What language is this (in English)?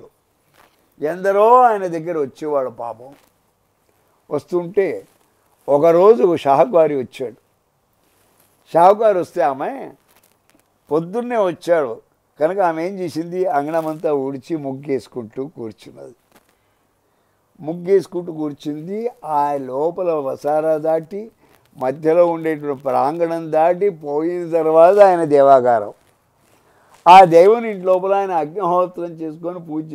Telugu